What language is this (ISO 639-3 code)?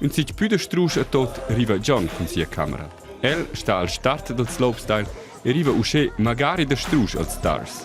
roh